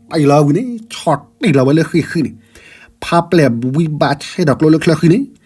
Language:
S'gaw Karen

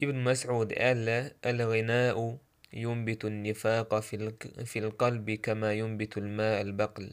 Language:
Chechen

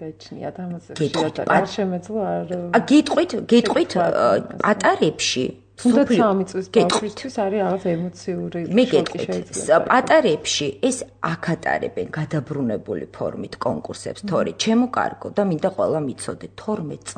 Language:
Georgian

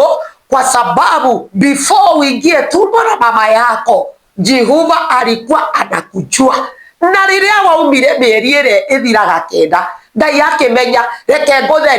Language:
Kikuyu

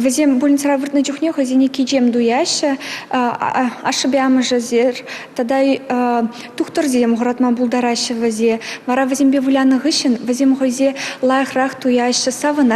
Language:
Chuvash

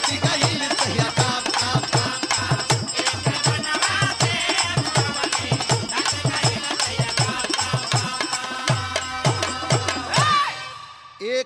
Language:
Bhojpuri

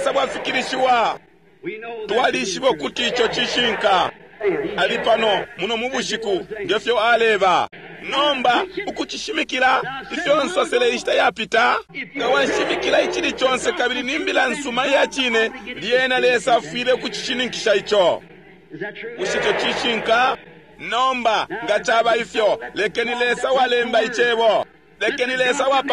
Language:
Bemba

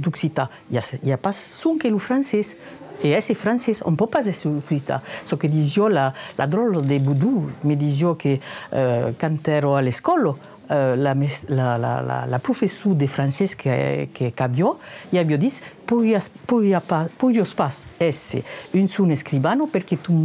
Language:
Occitan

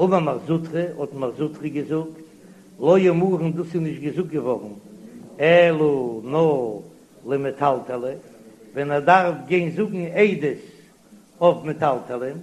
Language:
Yiddish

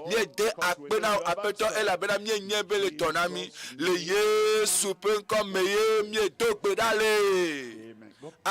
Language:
Ewe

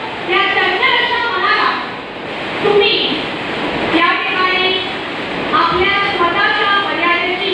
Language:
Marathi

